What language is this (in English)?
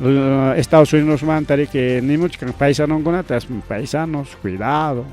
Ayacucho Quechua